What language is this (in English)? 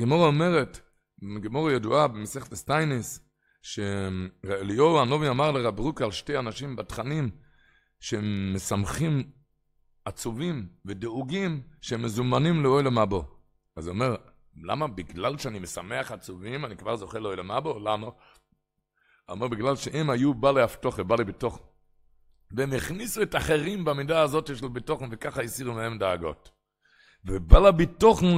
Hebrew